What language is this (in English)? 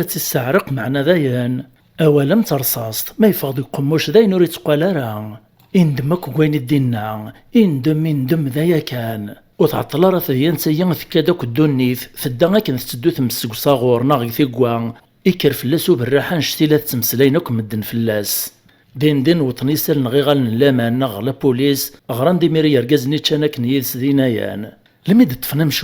Kabyle